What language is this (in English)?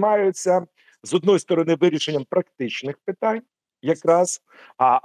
Ukrainian